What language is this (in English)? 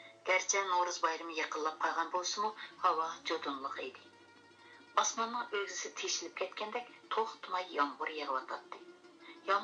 Uyghur